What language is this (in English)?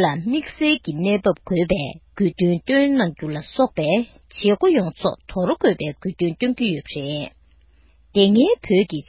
Tibetan